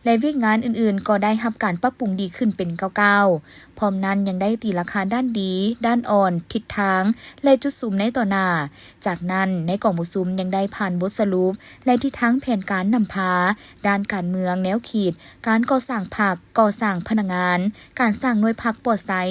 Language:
Lao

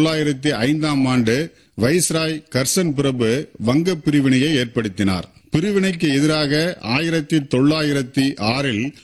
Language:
Tamil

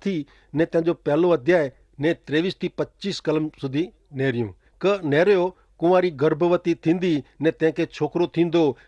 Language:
Kachhi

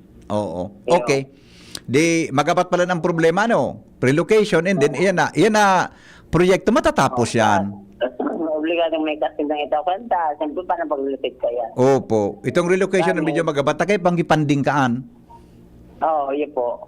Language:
Bikol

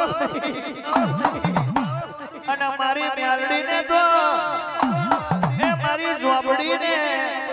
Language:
Gujarati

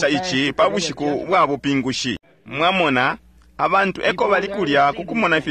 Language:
Bemba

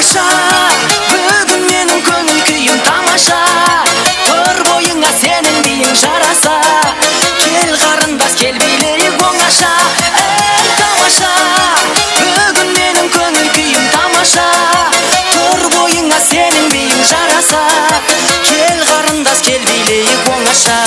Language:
Kara-Kalpak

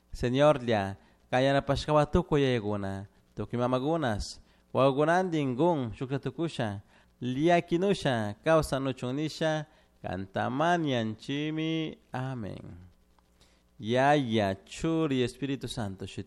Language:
Chimborazo Highland Quichua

